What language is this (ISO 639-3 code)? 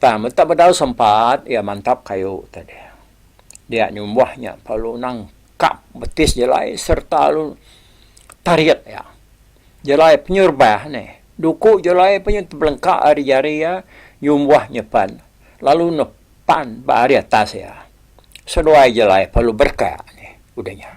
iba